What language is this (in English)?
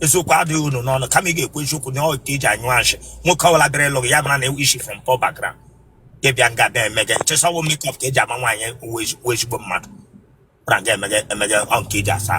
Igbo